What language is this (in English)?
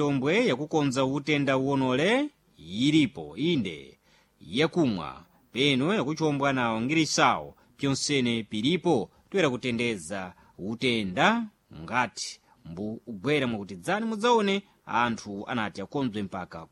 Sena